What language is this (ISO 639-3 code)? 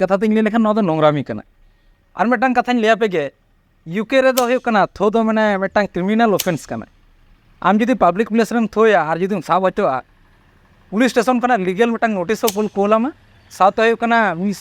sat